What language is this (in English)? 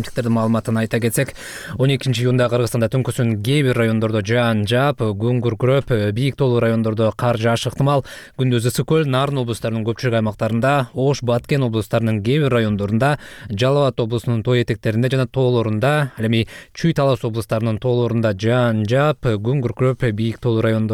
Kyrgyz